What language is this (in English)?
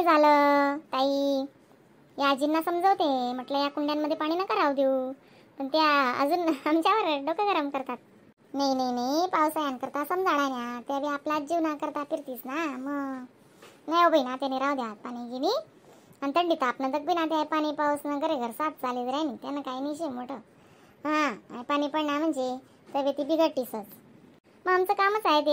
Khandesi